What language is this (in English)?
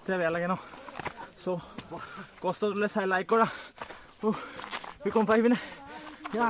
Assamese